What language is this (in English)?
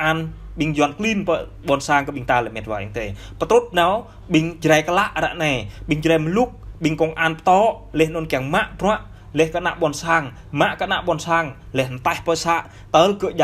Jarai